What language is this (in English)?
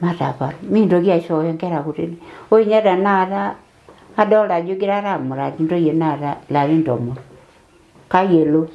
Masai